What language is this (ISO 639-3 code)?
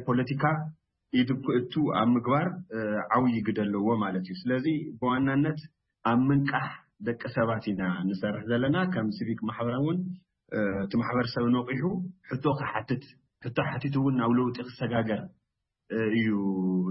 tir